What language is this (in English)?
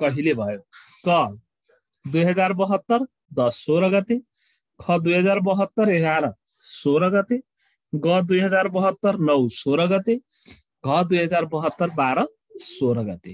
Nepali